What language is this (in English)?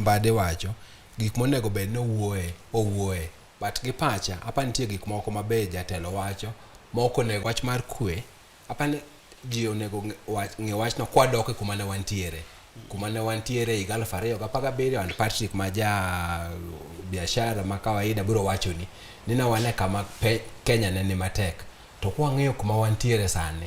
Luo (Kenya and Tanzania)